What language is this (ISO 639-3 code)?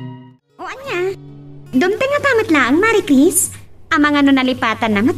ilo